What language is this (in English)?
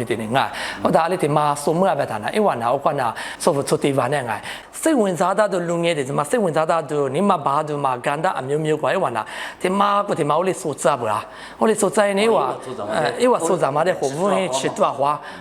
Lisu